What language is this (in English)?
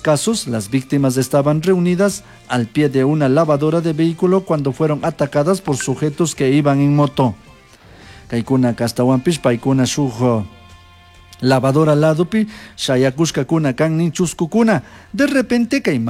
Chimborazo Highland Quichua